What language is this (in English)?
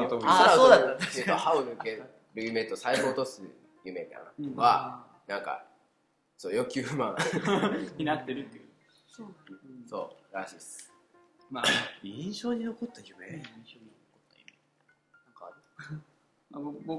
Japanese